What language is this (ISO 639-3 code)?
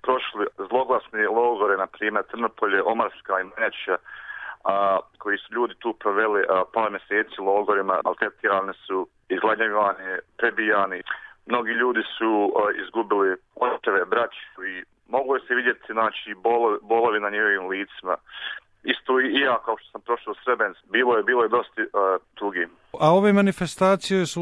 bos